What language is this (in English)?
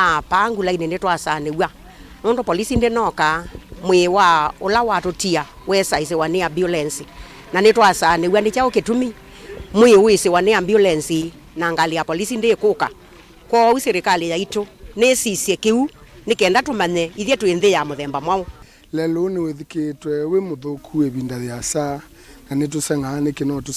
Kamba